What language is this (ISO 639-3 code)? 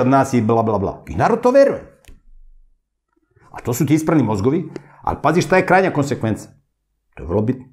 srp